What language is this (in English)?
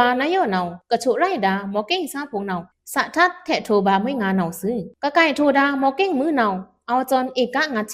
Pa'o Karen